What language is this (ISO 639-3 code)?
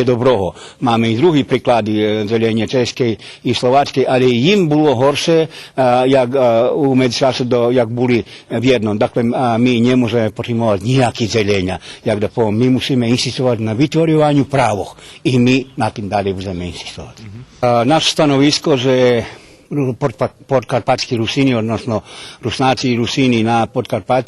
rue